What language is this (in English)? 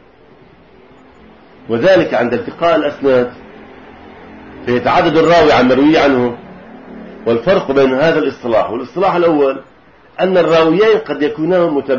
Arabic